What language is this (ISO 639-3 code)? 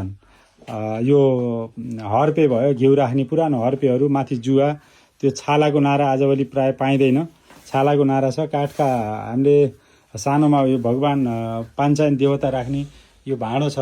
nep